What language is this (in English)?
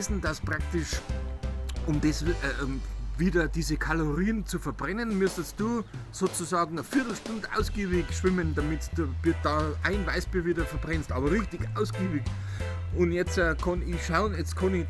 Bavarian